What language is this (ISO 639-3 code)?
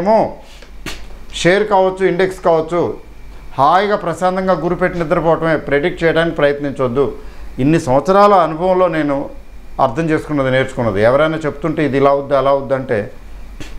tel